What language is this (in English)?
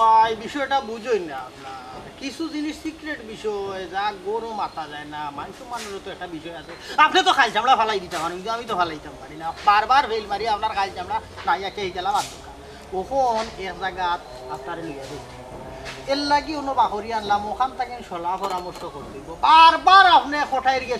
Sylheti